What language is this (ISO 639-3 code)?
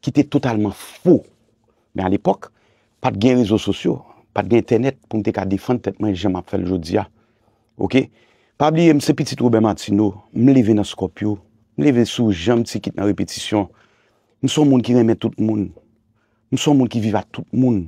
hat